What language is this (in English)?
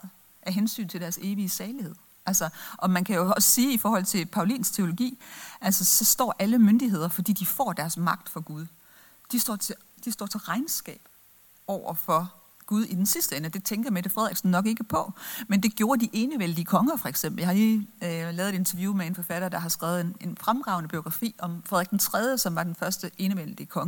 Danish